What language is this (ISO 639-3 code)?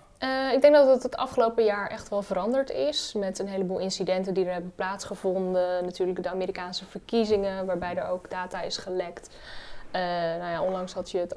nld